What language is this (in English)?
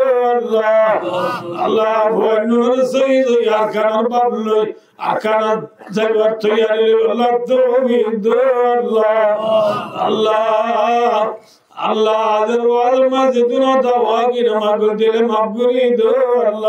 Rohingya